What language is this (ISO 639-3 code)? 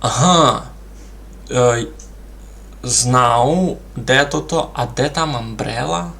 rue